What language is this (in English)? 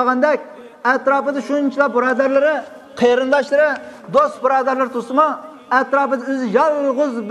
Uyghur